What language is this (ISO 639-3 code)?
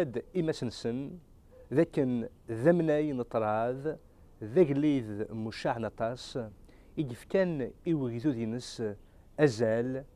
kab